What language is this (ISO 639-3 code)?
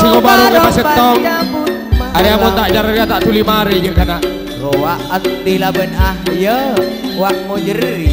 mad